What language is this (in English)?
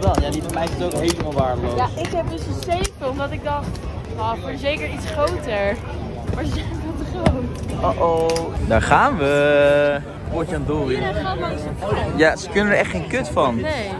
Dutch